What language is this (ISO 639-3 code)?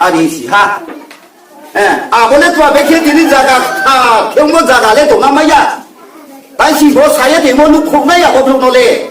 ria